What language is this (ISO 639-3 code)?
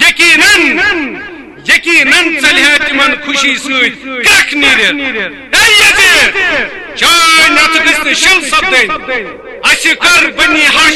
kas